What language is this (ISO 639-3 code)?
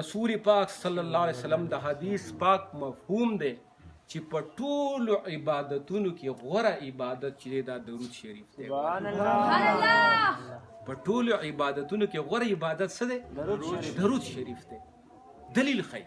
pus